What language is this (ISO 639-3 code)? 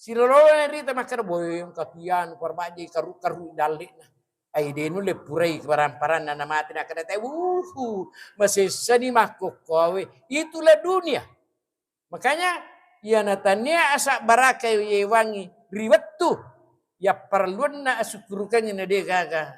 bug